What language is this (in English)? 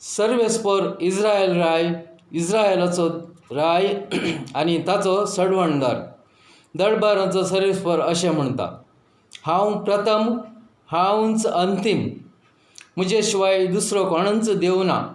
Konkani